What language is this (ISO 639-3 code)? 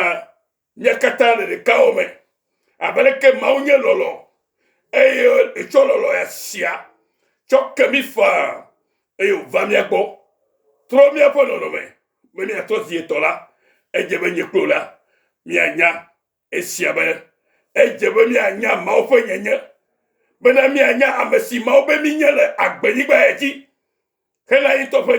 ewe